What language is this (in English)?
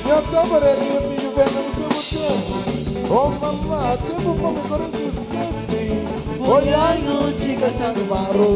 Kabuverdianu